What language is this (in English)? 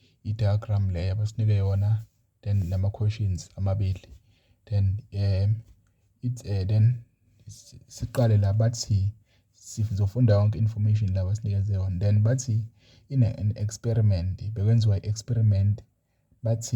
Zulu